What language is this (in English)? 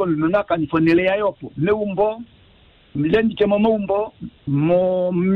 Kuanyama